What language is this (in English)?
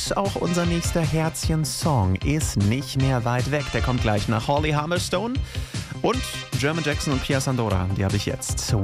German